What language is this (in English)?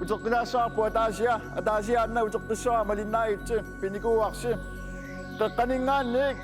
Kalaallisut